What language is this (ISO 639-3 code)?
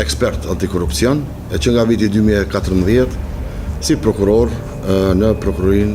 sqi